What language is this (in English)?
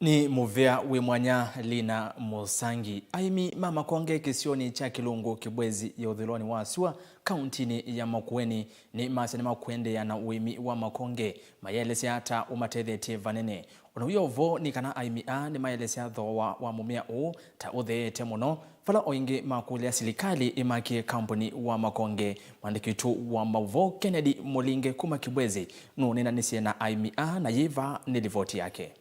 Kamba